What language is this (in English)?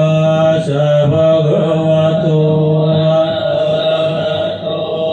Pali